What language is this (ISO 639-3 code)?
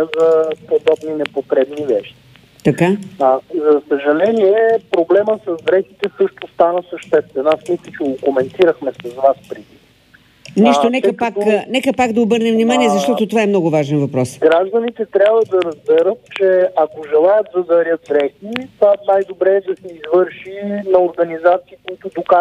bul